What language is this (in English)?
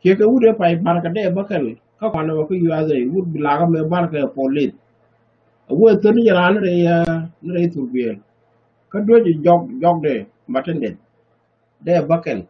Nuer